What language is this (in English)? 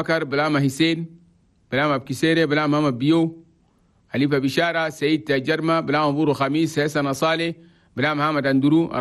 Chadian Arabic